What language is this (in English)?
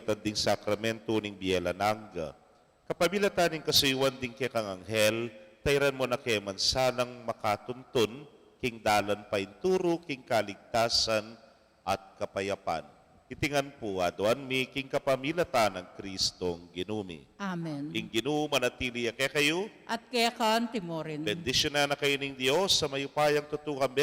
Pampanga